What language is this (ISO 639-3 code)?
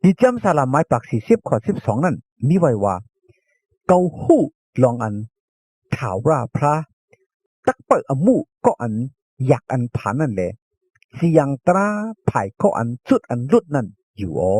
shn